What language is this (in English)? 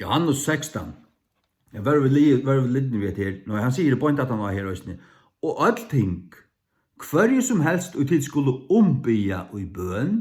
Faroese